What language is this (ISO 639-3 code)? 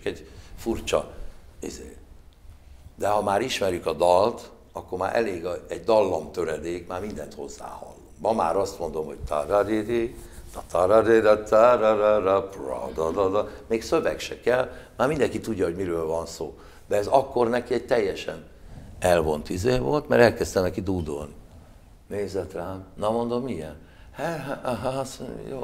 hun